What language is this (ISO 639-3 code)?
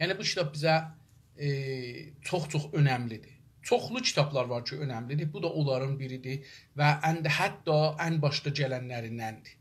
azb